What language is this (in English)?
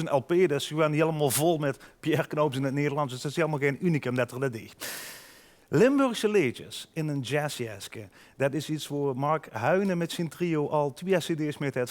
Limburgish